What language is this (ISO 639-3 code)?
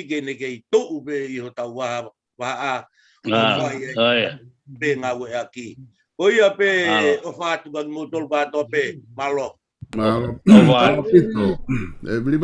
ton